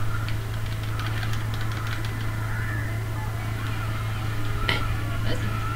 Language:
English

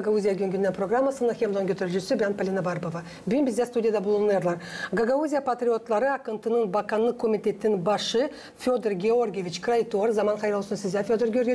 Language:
Gagauz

